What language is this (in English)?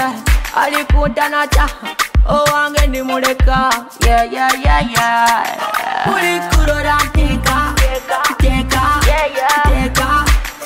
Nyoro